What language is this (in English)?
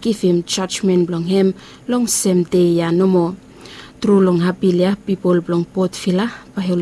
Bislama